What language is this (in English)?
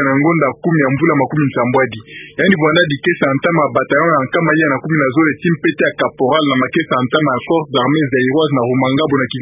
Kituba (Democratic Republic of Congo)